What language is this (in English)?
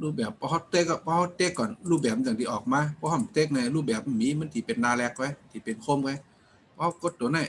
Shan